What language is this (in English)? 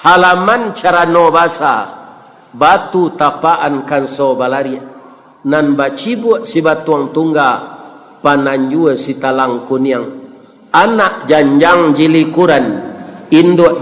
Minangkabau